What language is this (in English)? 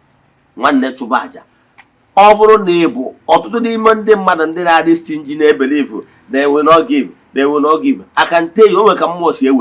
Igbo